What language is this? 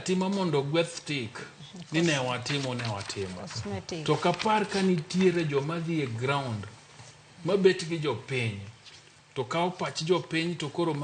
Luo (Kenya and Tanzania)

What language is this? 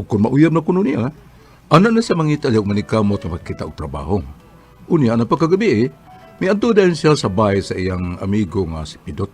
Cebuano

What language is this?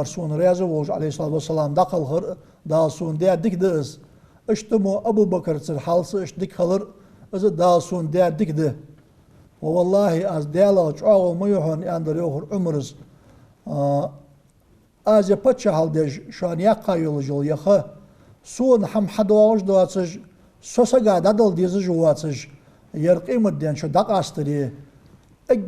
Ingush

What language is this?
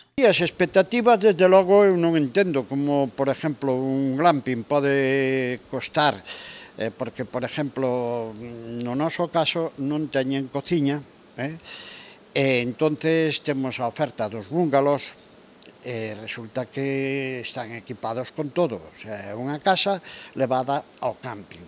Galician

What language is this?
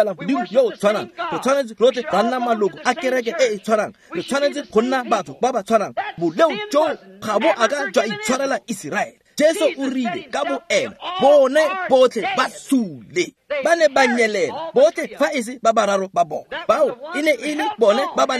Tswana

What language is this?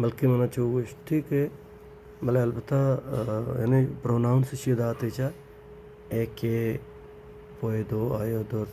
Baluchi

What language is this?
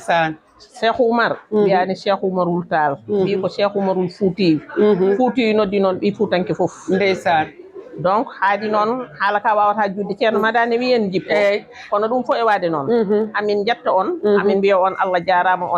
Fula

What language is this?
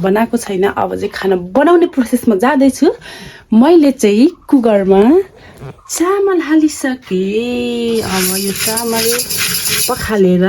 Nepali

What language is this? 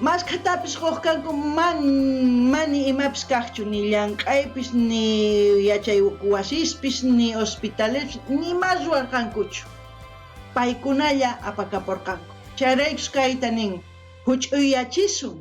South Bolivian Quechua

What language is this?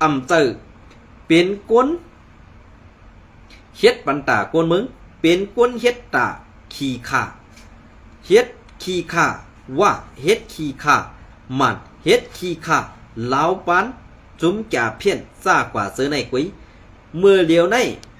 Shan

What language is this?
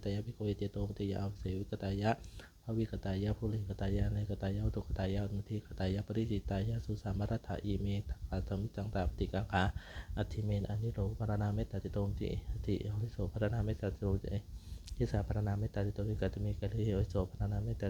Pali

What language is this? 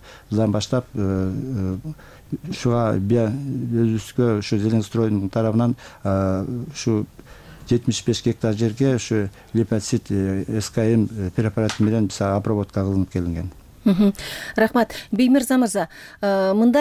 Kyrgyz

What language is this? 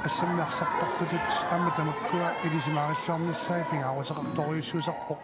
Kalaallisut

